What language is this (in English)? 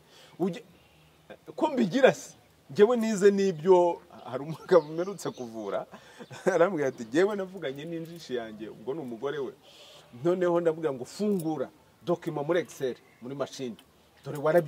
Kinyarwanda